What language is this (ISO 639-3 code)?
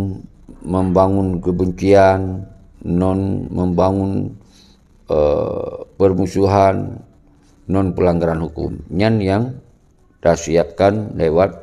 ace